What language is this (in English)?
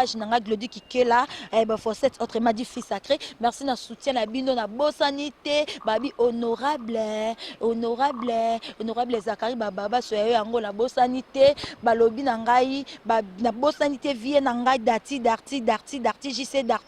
Lingala